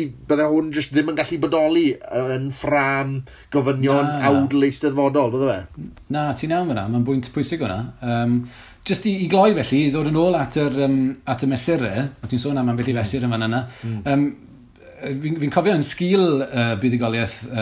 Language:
Welsh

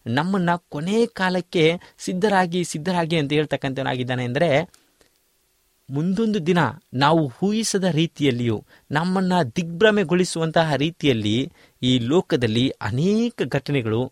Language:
Kannada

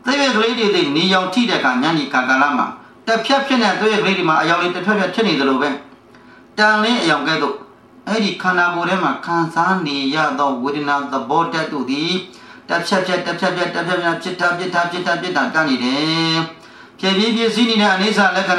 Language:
Burmese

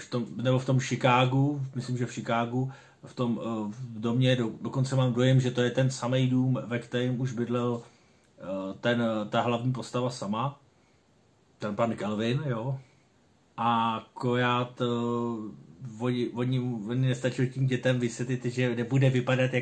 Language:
Czech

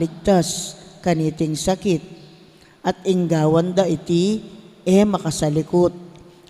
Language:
Pampanga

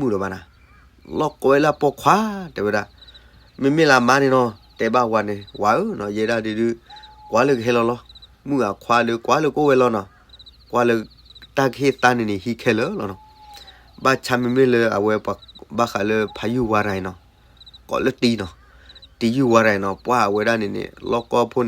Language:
S'gaw Karen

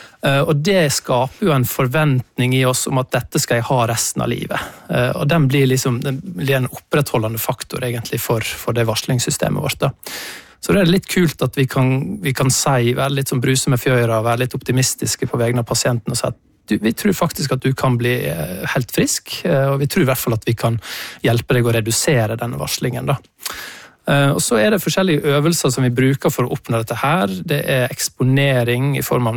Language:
Norwegian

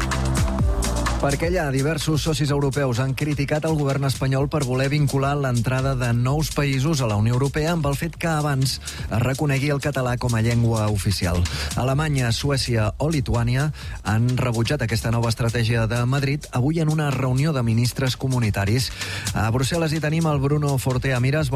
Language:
Catalan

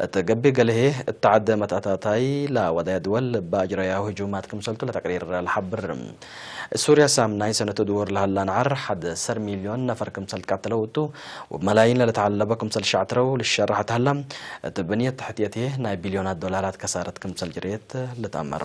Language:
Tigre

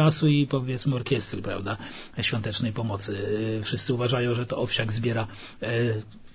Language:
Polish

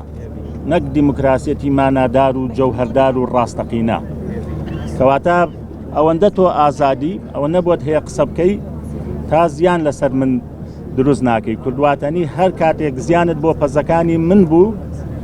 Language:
Central Kurdish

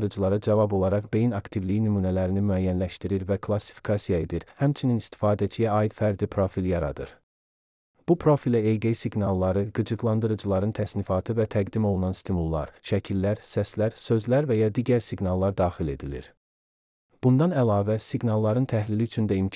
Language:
Azerbaijani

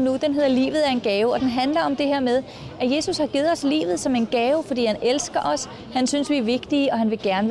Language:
Danish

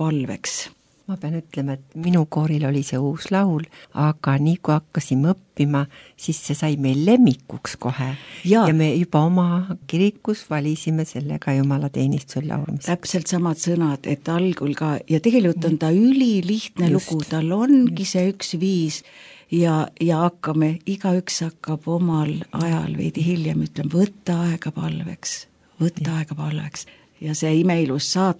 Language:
Estonian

